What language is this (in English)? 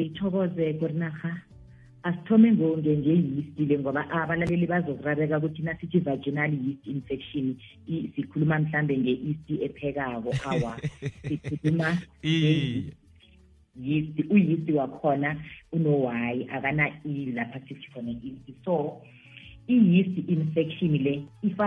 South Ndebele